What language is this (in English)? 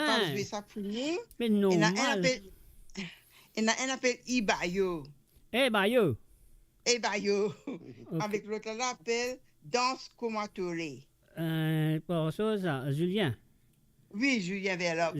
Morisyen